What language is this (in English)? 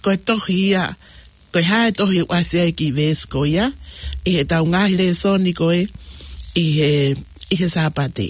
Tongan